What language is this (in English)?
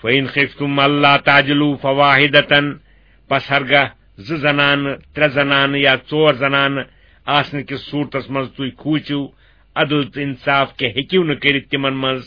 Kashmiri